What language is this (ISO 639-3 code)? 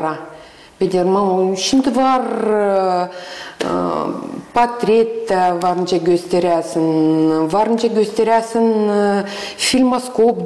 gag